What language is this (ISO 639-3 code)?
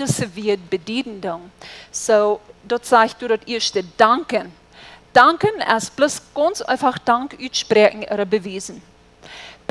pdt